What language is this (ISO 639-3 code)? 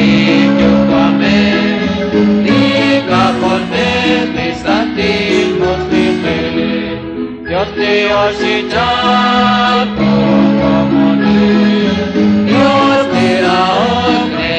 kek